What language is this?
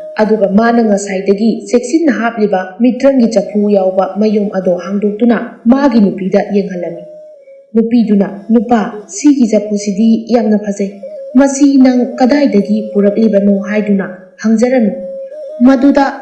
Manipuri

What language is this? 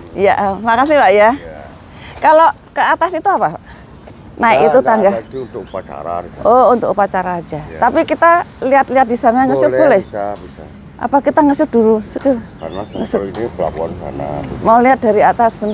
Indonesian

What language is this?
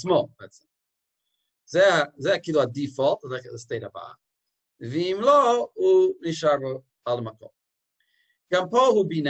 Hebrew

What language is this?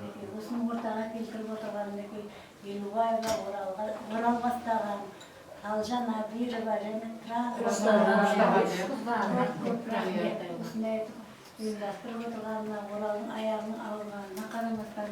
Kara-Kalpak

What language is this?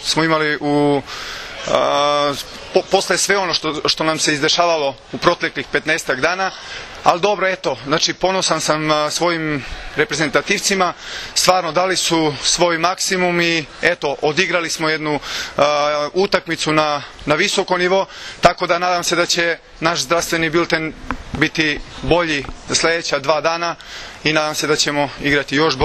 Serbian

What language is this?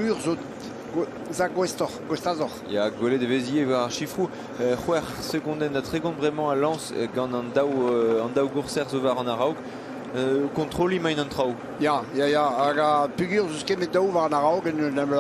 Breton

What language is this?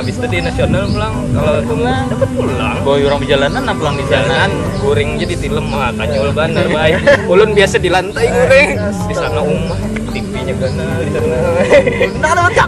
Banjar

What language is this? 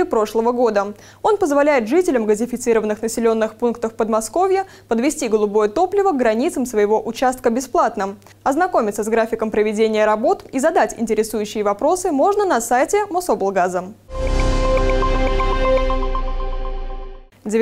Russian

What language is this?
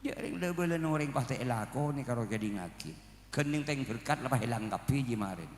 Madurese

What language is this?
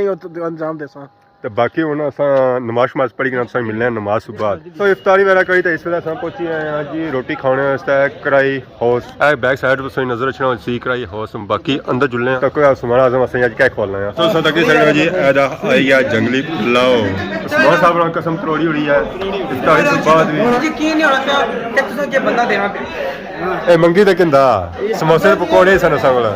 Pahari-Potwari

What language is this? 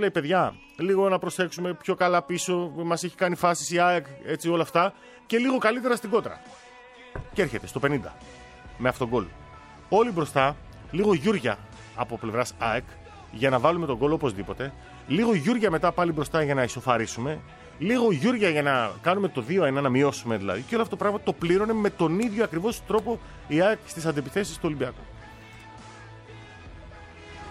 Greek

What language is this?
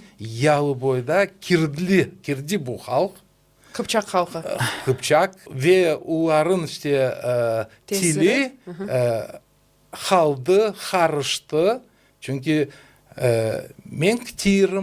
Crimean Tatar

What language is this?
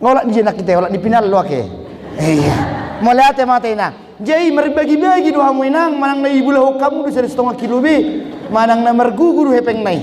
Batak Toba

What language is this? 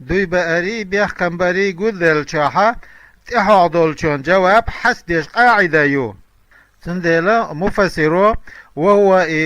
Chechen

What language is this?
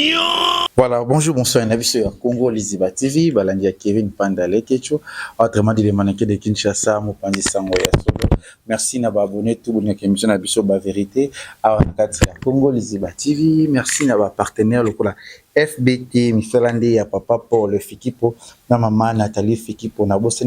Lingala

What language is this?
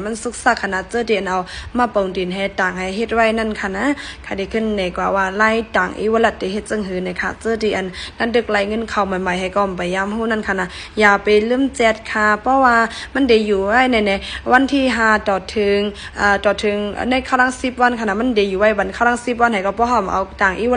Shan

